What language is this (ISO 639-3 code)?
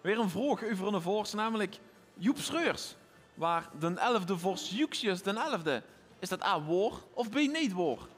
lim